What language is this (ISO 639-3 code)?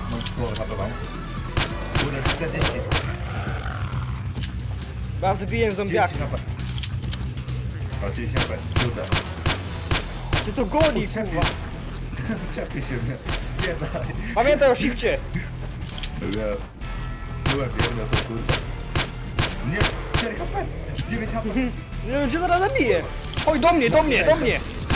pol